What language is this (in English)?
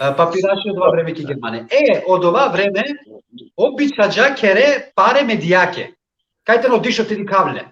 Balkan Romani